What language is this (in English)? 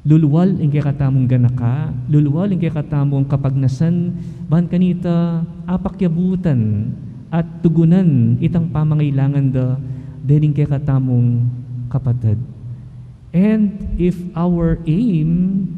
Pampanga